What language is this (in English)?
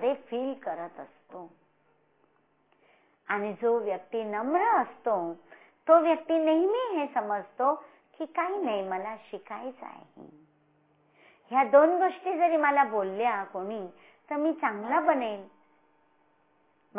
Marathi